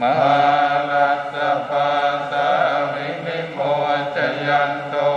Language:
Pali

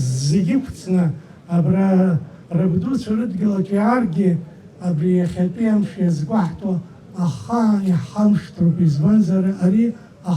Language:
Abkhazian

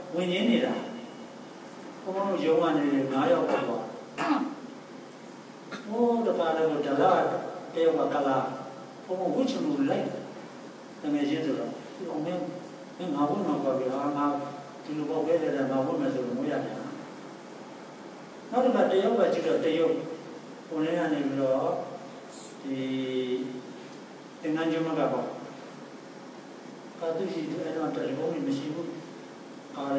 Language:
Burmese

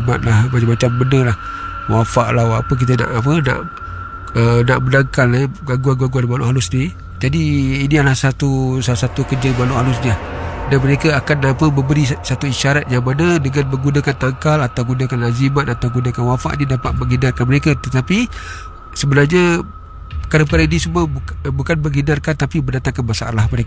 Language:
Malay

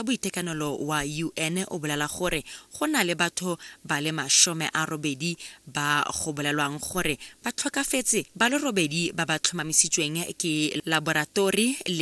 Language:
Tswana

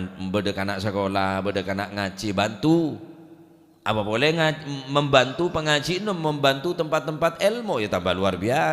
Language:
Madurese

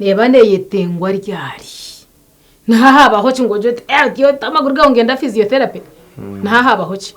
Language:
Nyankole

